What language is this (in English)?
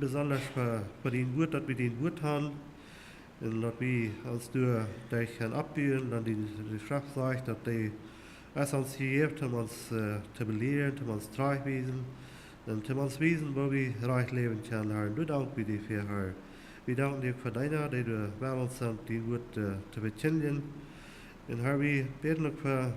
Plautdietsch